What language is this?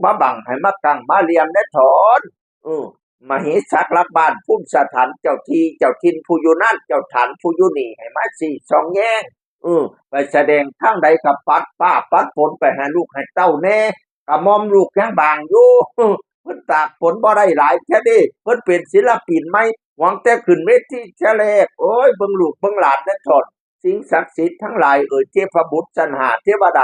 Northeastern Thai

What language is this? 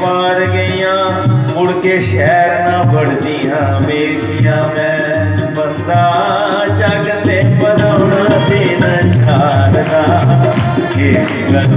Dogri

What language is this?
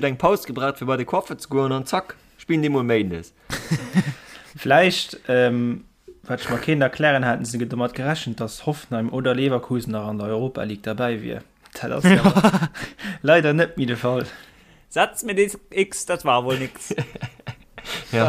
Luxembourgish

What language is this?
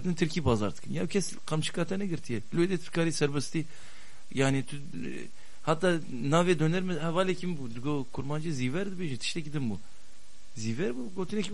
Kurdish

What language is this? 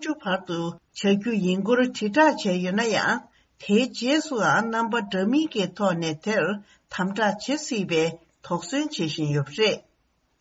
Tibetan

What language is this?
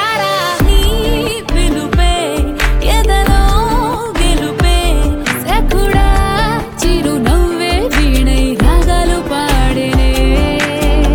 Telugu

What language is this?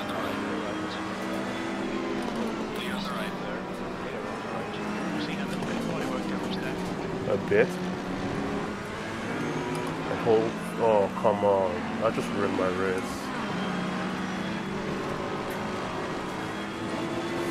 English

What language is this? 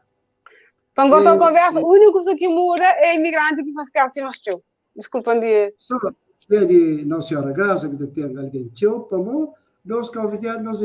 Kabuverdianu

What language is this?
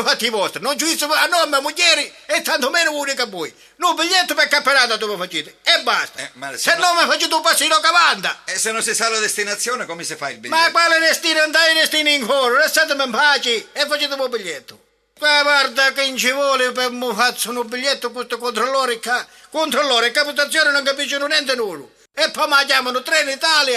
Sicilian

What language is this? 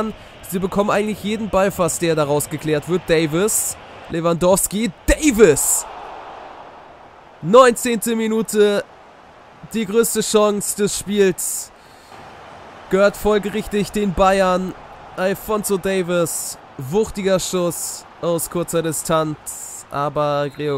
German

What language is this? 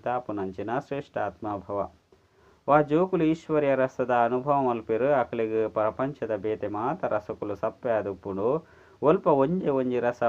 Tulu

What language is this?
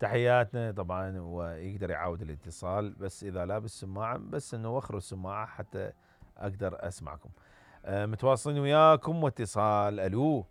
Mesopotamian Arabic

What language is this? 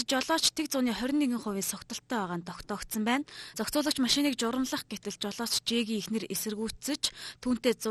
Mongolian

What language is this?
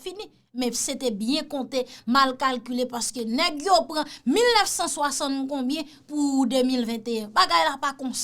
Haitian Creole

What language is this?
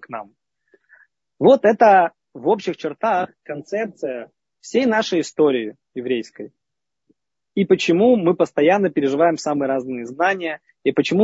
Russian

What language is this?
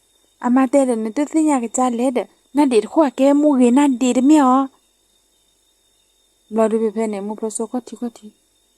S'gaw Karen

